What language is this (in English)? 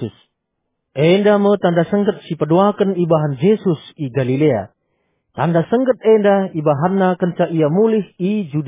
Batak Karo